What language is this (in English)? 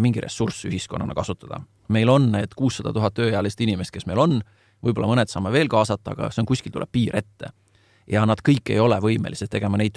Estonian